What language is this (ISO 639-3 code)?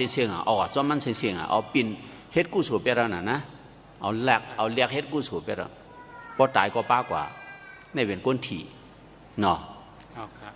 shn